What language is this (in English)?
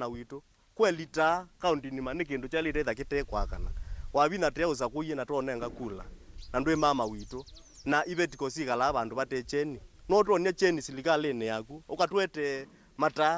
Kamba